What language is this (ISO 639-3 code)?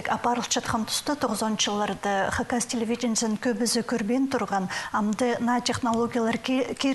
kjh